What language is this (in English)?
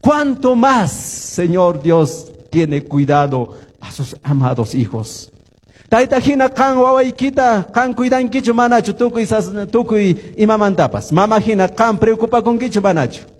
Quechua